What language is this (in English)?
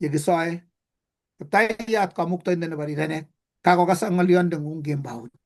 Kalenjin